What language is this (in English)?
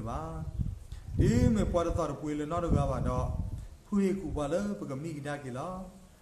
S'gaw Karen